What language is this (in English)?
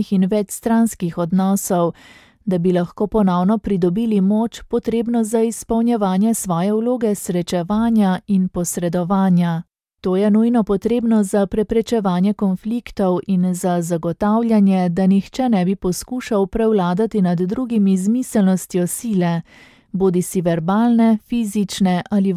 Slovenian